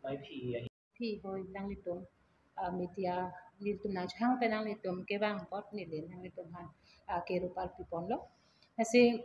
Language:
Karbi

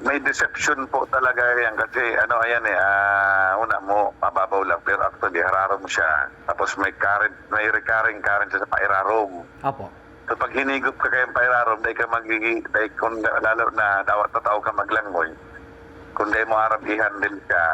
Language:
Bikol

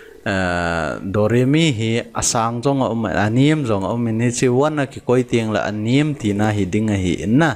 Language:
Thado Chin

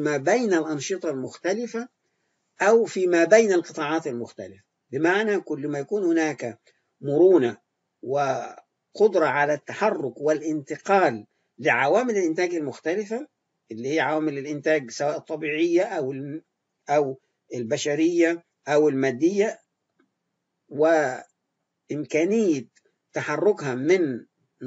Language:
Arabic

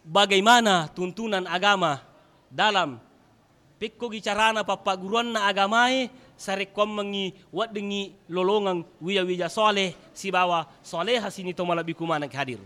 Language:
Buginese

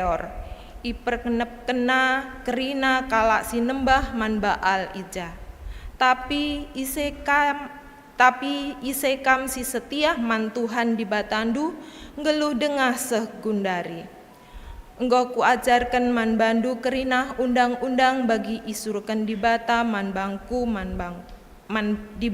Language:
Batak Karo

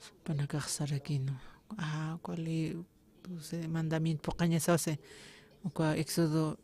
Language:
Aymara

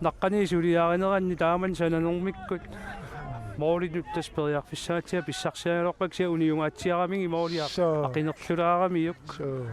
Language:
Kalaallisut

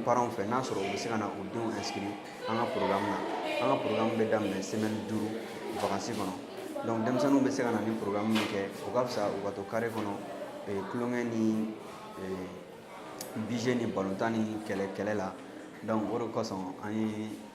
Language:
Bambara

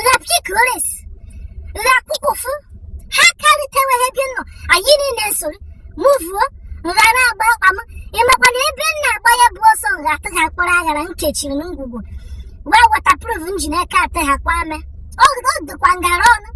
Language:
Igbo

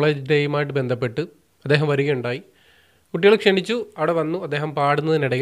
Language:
Malayalam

